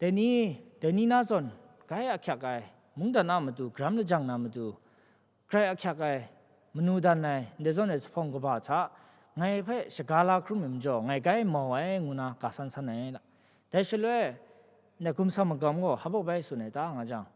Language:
Kachin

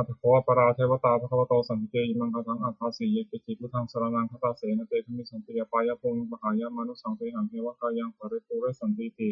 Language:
Pali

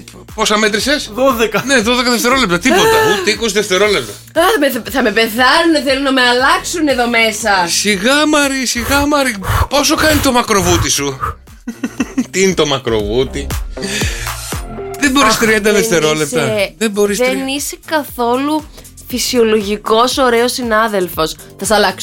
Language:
Greek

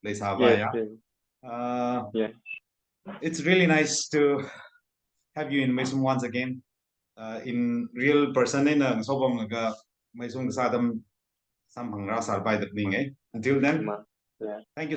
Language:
Tangkhul Naga (India)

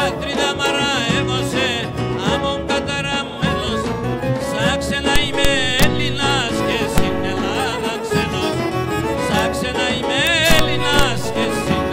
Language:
Greek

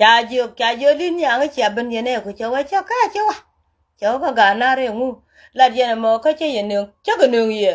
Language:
Nuer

